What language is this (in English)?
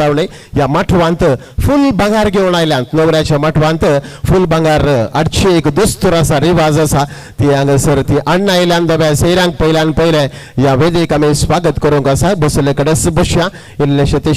Konkani